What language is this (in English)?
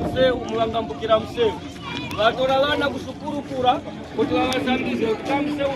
Tumbuka